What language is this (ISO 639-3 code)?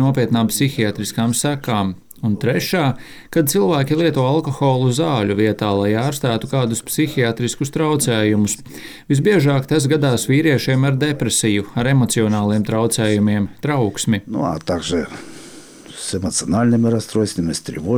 lav